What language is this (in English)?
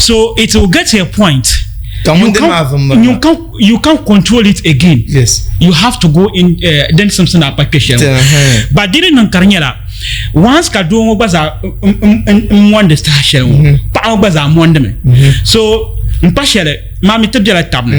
Dagbani